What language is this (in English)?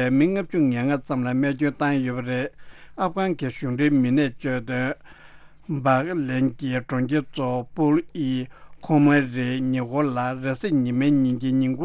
Tibetan